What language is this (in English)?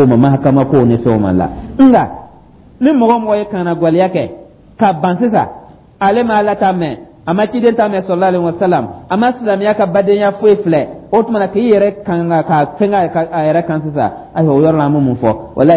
Dyula